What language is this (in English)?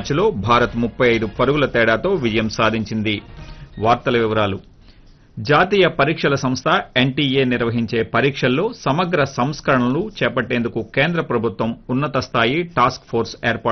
Telugu